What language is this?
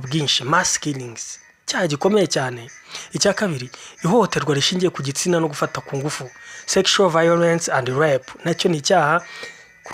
Kinyarwanda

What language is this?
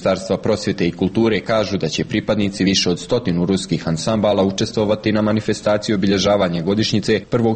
Serbian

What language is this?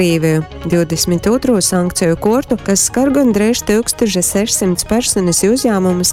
Latgalian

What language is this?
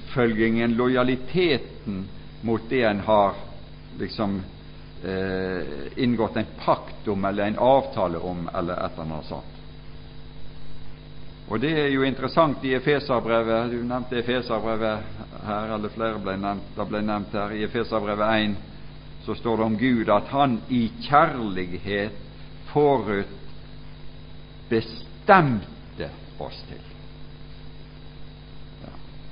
Norwegian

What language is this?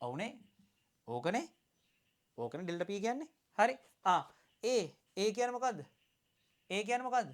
Sinhala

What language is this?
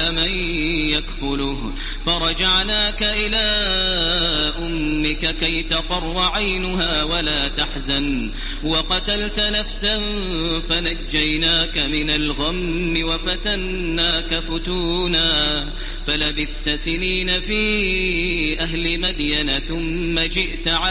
Arabic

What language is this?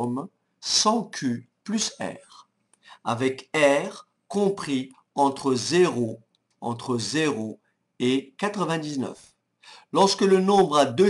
French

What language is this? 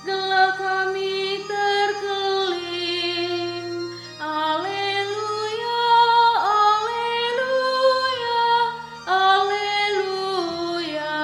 Batak Karo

